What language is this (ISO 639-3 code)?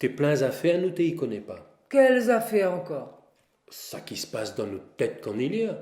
rcf